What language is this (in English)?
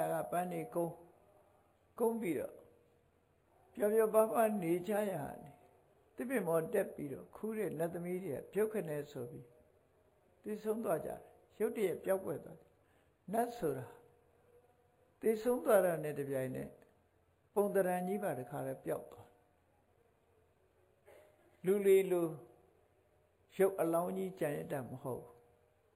Burmese